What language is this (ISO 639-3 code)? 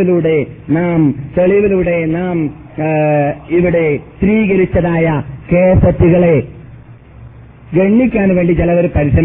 mal